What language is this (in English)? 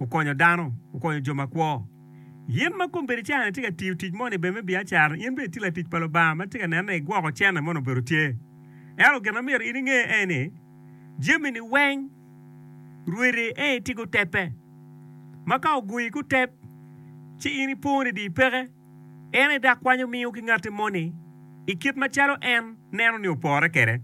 Acoli